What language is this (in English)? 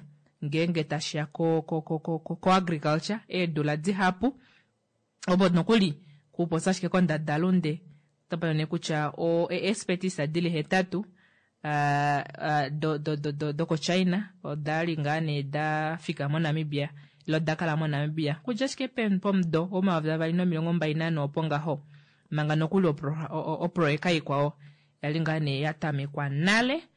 Kuanyama